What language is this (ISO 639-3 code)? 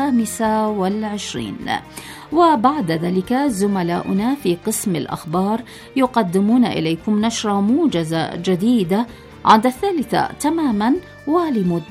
ara